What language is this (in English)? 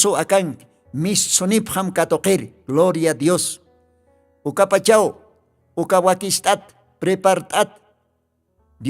Aymara